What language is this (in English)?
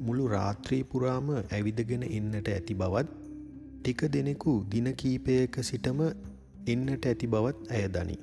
Sinhala